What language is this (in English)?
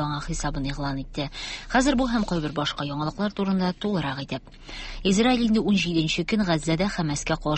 Tatar